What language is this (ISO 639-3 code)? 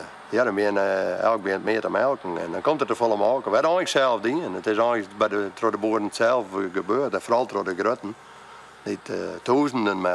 fry